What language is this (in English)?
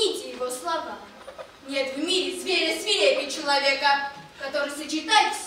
Russian